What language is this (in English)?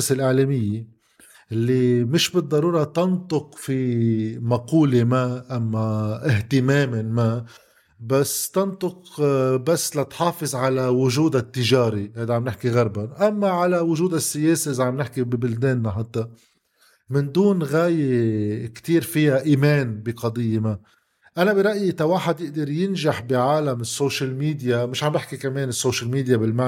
North Levantine Arabic